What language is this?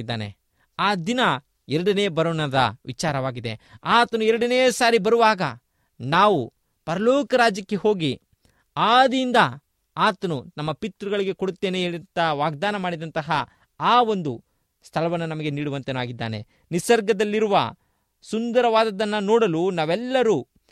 Kannada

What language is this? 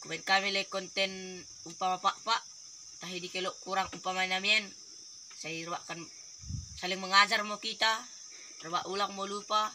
Batak Dairi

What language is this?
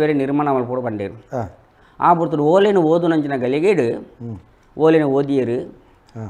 Tulu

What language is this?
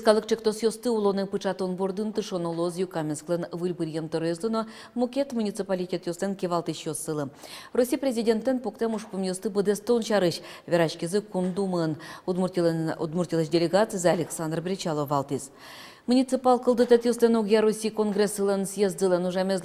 Udmurt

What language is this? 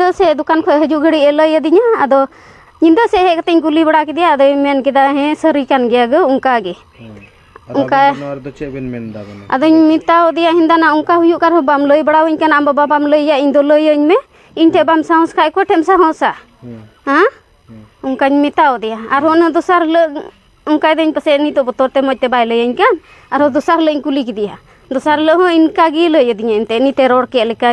Santali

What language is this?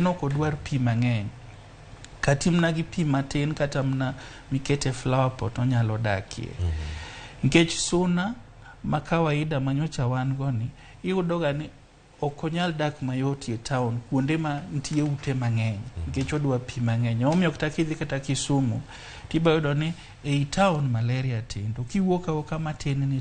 Luo (Kenya and Tanzania)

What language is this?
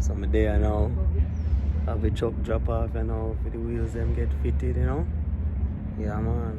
Jamaican Creole English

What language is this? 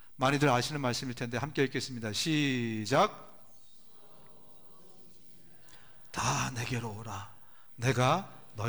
Korean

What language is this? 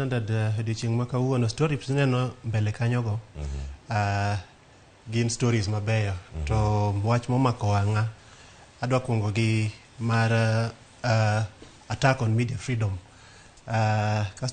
Luo (Kenya and Tanzania)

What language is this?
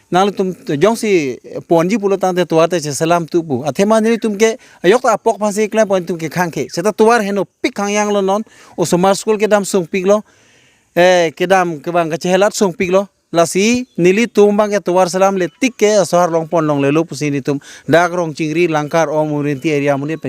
Karbi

